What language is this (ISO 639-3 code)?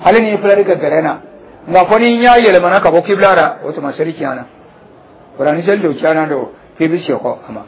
dyu